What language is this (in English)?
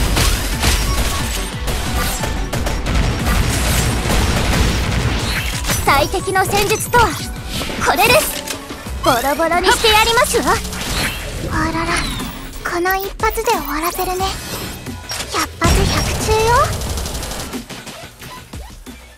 Japanese